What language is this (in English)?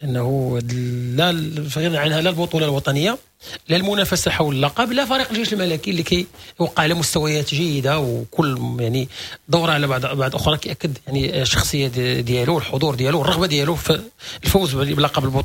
Moroccan Arabic